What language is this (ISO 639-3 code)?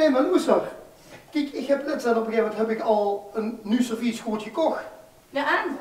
lim